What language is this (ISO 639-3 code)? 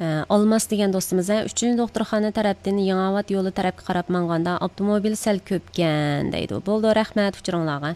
uig